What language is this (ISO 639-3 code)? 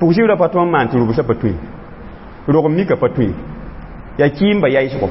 mos